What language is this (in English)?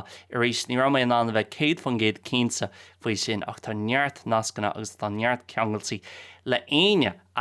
Irish